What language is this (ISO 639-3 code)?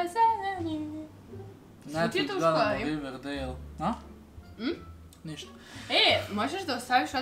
srp